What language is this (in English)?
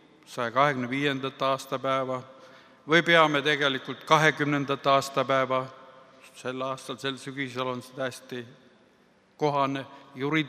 Estonian